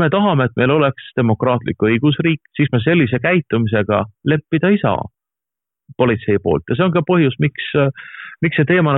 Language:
Estonian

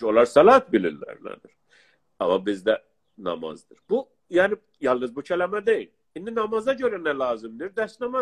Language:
South Azerbaijani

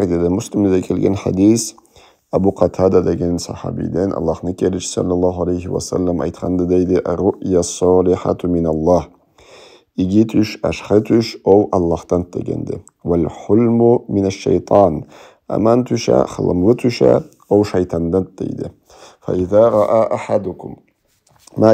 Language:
Karachay-Balkar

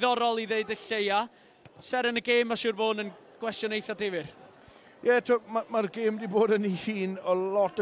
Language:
Welsh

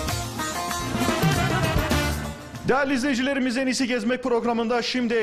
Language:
Turkish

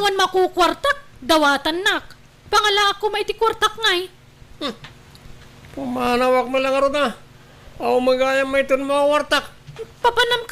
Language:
Iloko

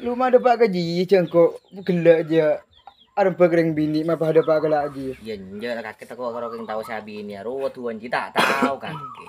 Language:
Madurese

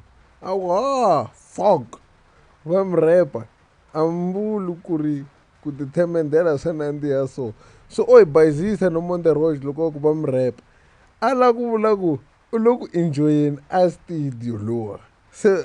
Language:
Tsonga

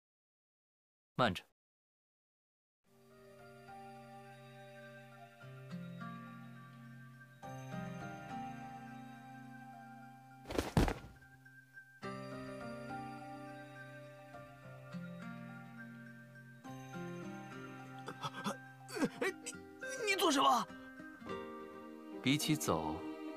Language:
Chinese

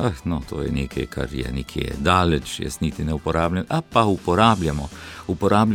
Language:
Slovenian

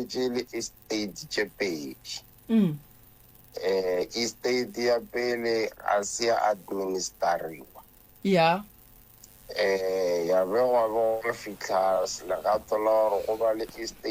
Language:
Northern Sotho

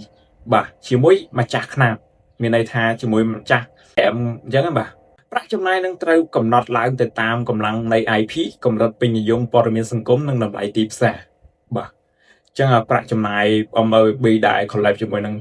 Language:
Khmer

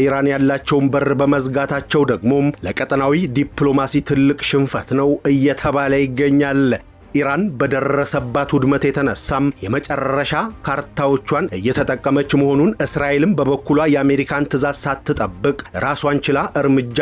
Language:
Amharic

